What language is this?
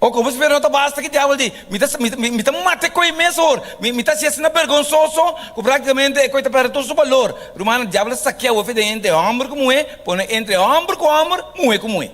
Papiamento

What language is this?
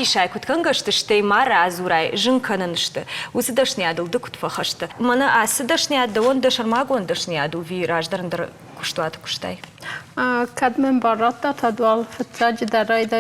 Ossetic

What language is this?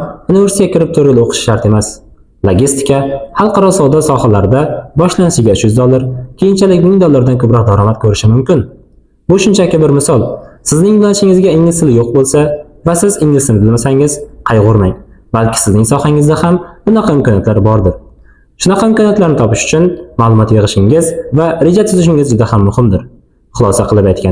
Uzbek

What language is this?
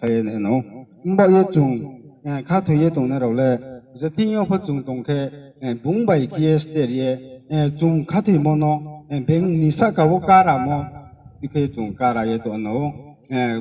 Riang (India)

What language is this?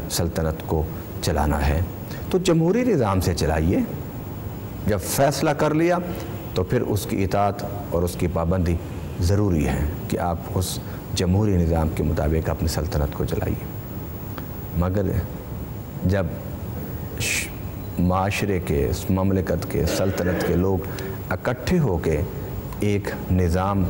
Urdu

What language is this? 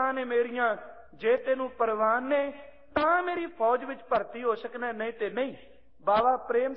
Punjabi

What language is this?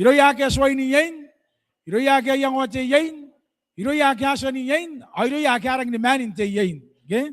Gilbertese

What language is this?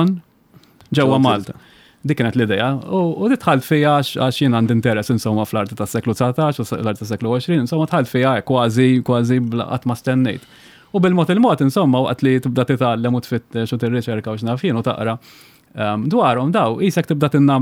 Maltese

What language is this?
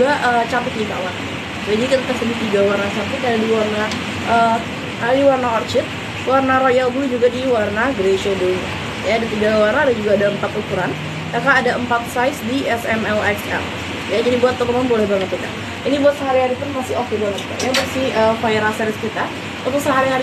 Indonesian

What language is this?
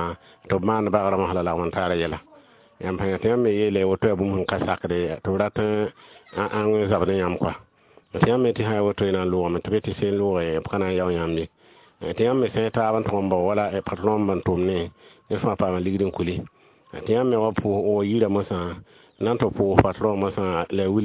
Mossi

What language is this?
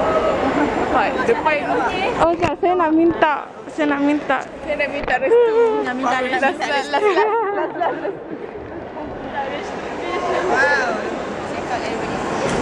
Malay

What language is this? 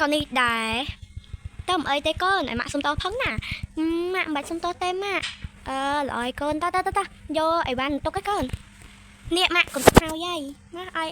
Khmer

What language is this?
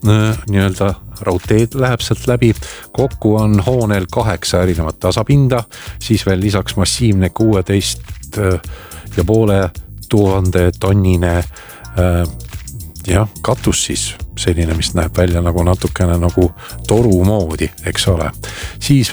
Estonian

